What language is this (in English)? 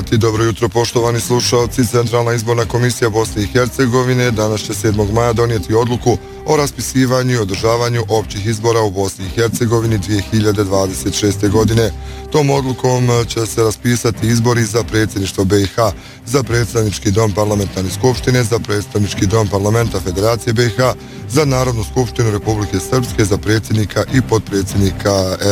Bosnian